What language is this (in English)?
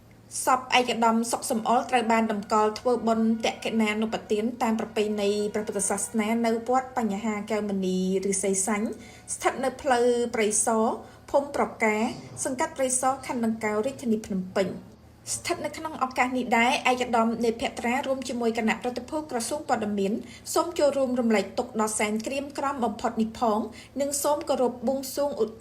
Khmer